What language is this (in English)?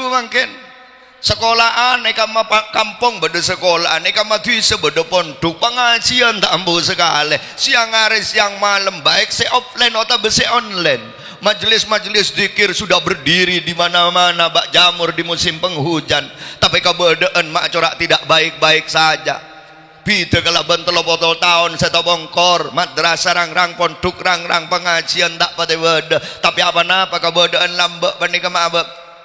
Madurese